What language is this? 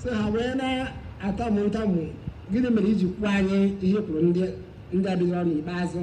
Igbo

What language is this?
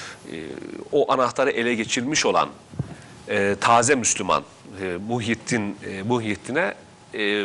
Turkish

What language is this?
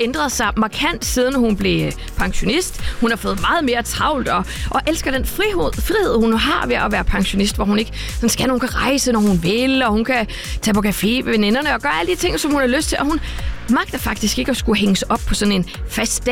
Danish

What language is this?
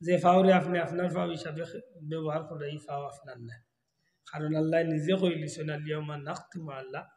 Sylheti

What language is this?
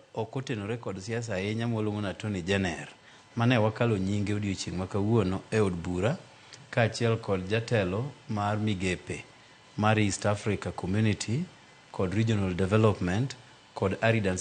Luo (Kenya and Tanzania)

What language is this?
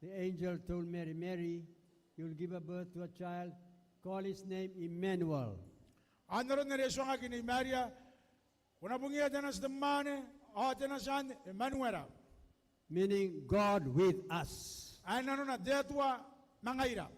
Gilbertese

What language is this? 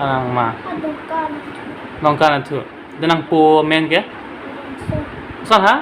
Karbi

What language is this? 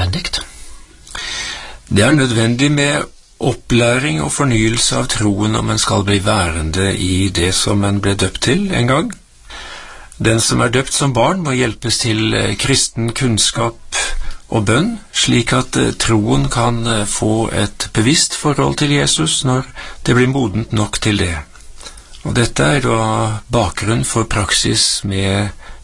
Norwegian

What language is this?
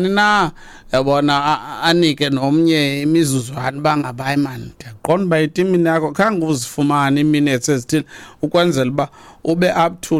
Xhosa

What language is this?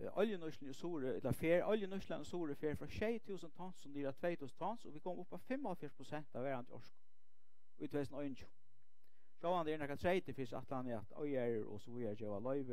Faroese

